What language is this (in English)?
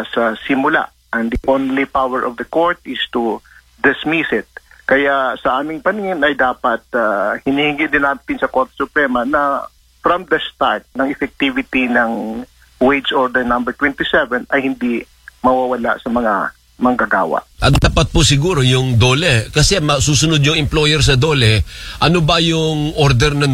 Filipino